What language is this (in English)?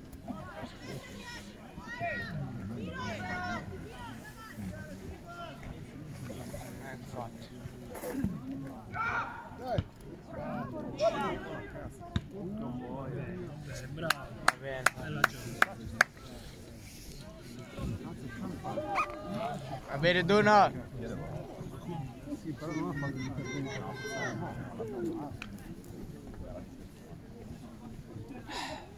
Italian